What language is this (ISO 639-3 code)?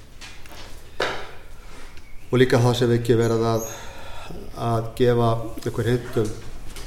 isl